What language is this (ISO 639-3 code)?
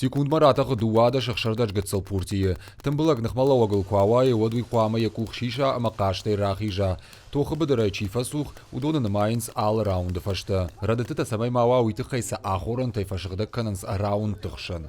oss